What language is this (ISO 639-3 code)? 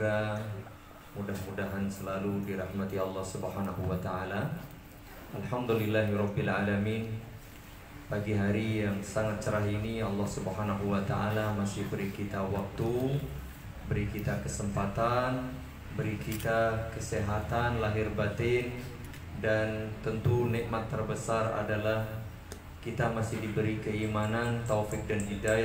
ind